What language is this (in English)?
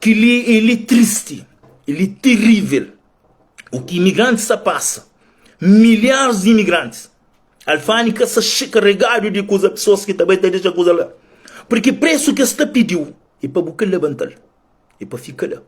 Kabuverdianu